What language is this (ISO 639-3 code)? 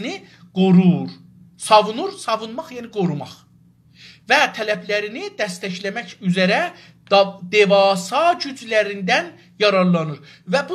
azb